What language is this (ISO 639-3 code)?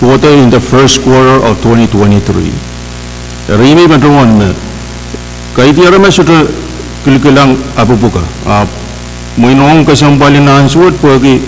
pon